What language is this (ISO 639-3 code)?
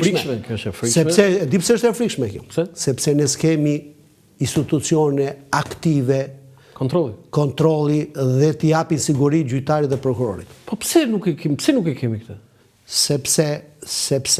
sqi